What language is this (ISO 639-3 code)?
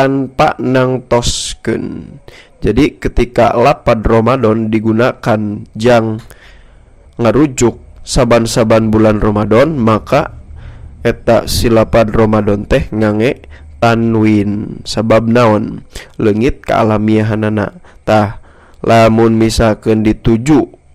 sun